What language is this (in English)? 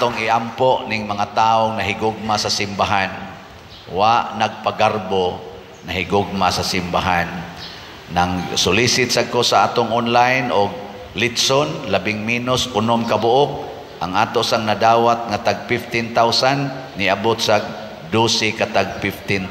Cebuano